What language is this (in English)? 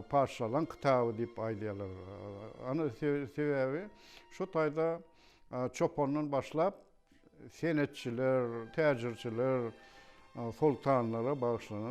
Turkmen